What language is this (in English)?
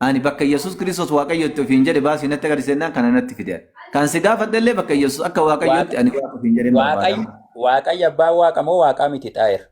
Oromo